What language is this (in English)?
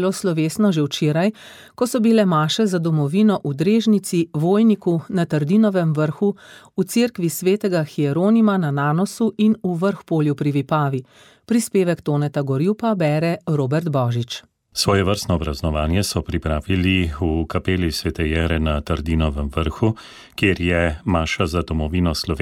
Slovenian